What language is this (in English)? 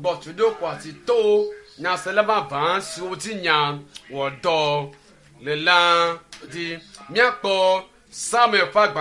Ewe